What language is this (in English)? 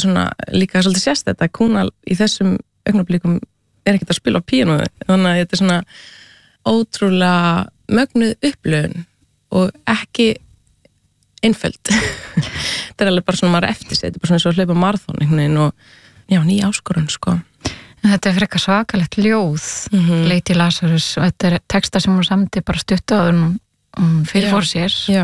Icelandic